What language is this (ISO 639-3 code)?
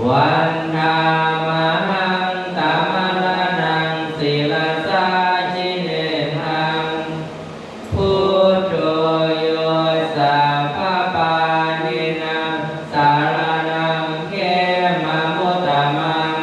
pli